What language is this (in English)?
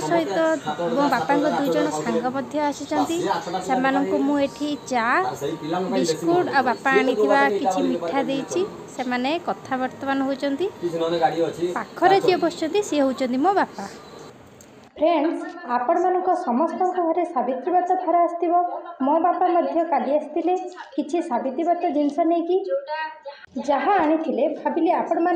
Odia